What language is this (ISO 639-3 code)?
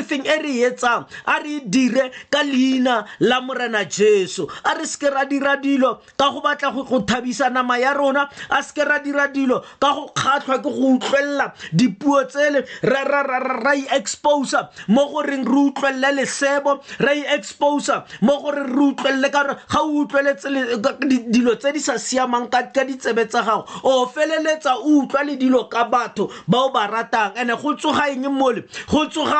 tsn